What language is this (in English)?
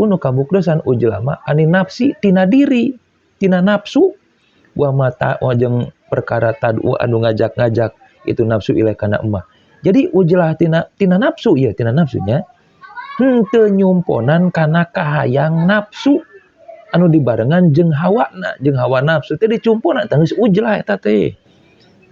Sundanese